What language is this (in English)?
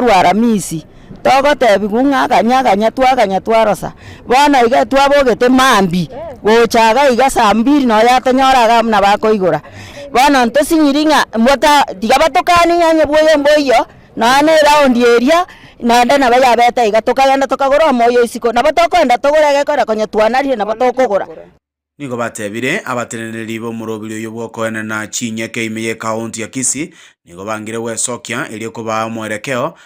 Gusii